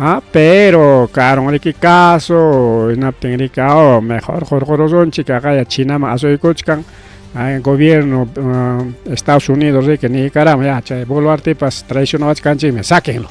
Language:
Ayacucho Quechua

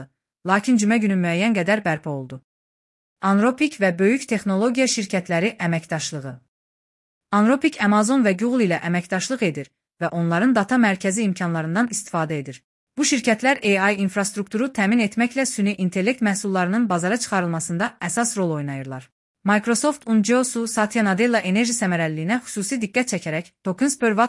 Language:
Azerbaijani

